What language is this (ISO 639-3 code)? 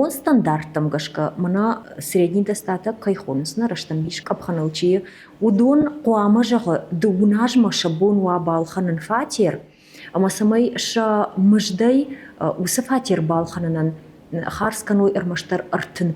oss